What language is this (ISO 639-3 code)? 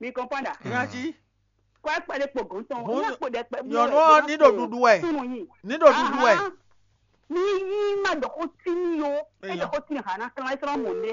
fon